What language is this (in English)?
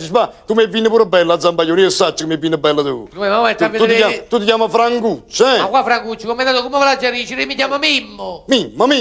Neapolitan